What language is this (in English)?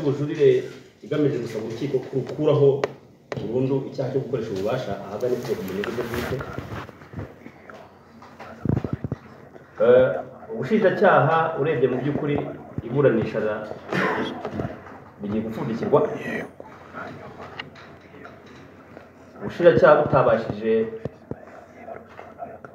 Kinyarwanda